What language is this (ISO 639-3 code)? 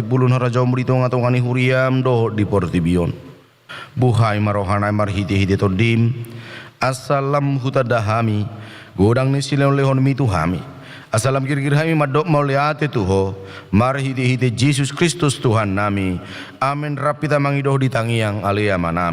bbc